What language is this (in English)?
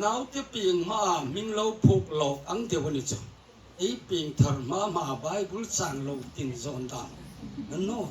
Hmar